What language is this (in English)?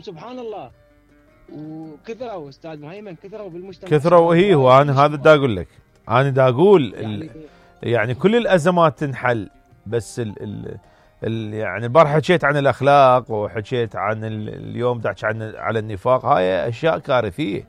Mesopotamian Arabic